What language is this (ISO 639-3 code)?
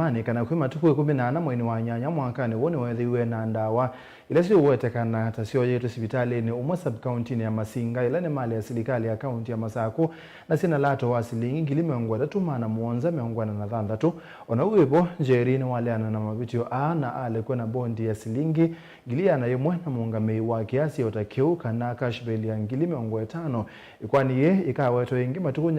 kam